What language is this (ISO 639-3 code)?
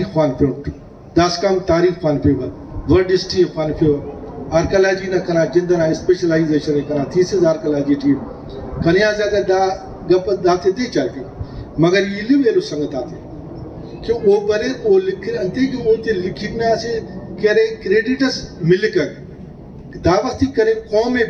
brh